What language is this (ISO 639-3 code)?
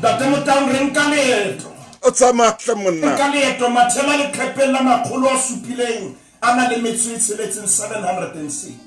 sot